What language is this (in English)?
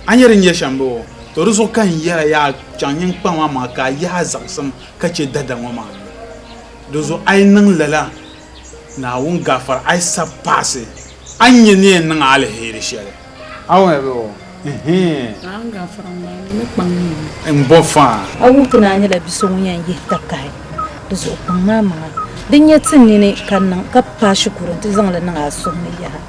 Dagbani